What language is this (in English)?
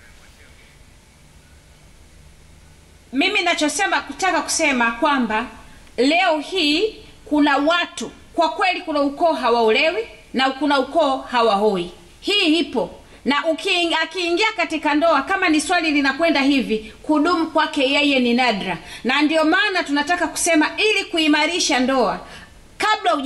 Swahili